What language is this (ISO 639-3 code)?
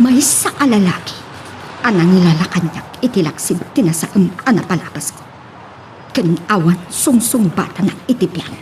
ilo